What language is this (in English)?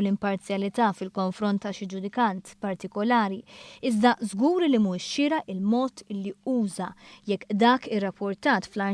Maltese